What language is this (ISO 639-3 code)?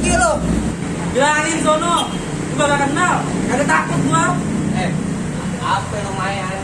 bew